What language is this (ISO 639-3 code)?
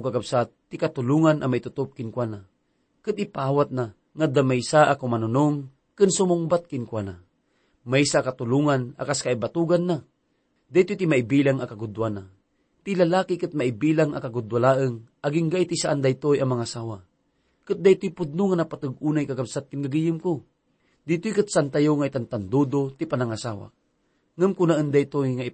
ilo